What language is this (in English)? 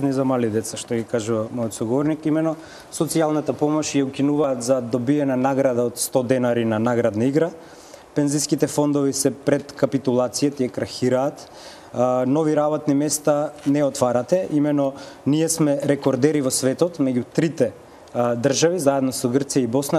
Macedonian